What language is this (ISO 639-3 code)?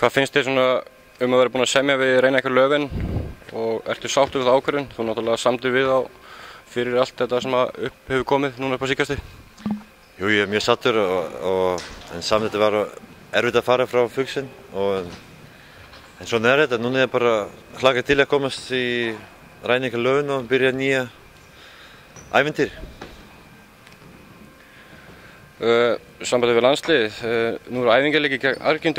isl